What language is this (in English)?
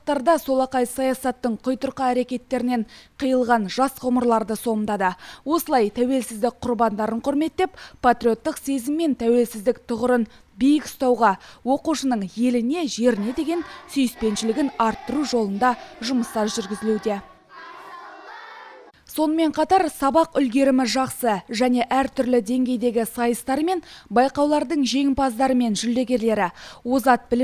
Kazakh